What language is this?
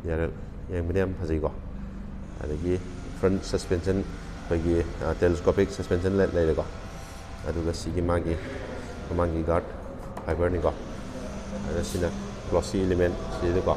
Manipuri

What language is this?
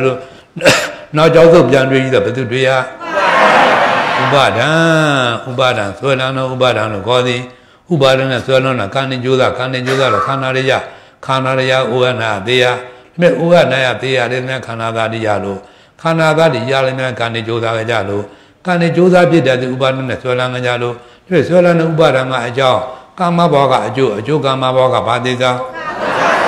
Burmese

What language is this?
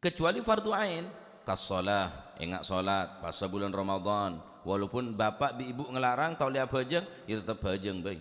Madurese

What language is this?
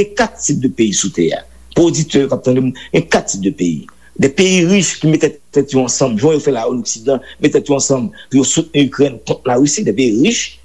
Haitian Creole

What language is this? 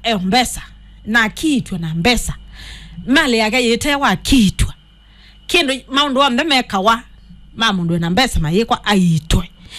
Kamba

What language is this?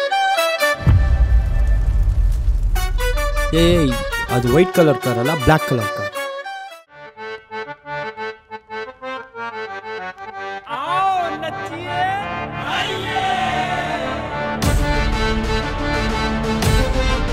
Kannada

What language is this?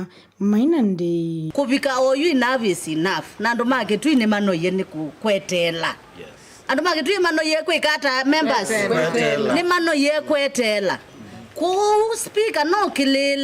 Kamba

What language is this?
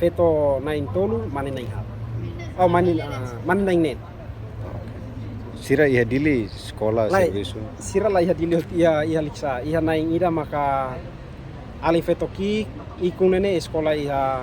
Tetum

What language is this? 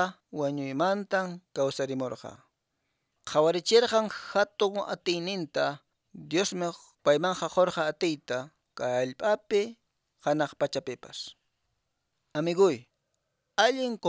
Quechua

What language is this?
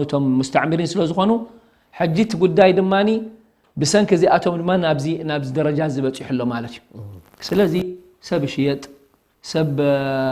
Tigrinya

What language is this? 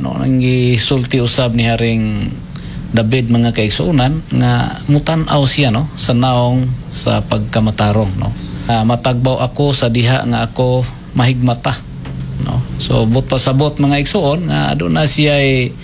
Cebuano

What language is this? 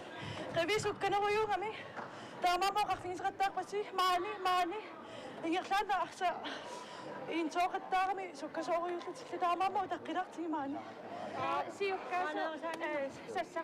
Kalaallisut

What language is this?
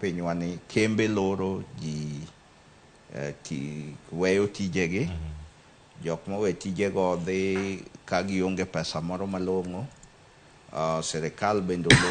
Luo (Kenya and Tanzania)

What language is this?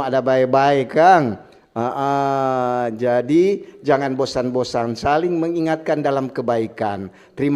Manado Malay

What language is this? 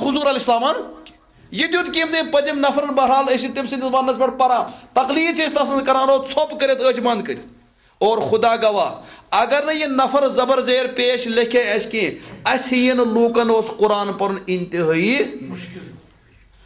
Kashmiri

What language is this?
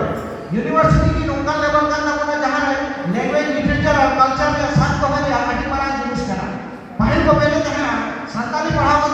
Santali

